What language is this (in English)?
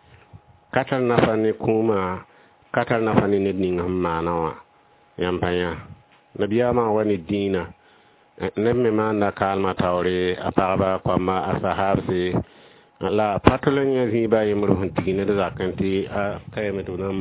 Mossi